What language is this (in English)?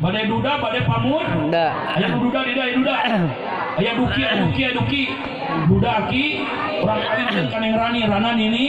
Sundanese